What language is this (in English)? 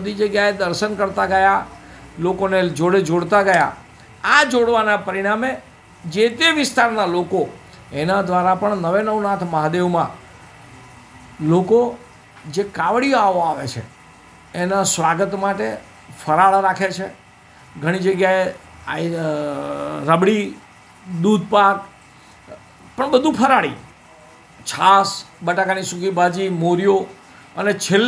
Gujarati